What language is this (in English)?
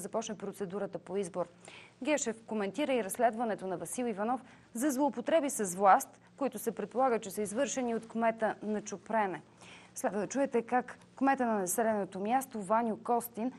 Bulgarian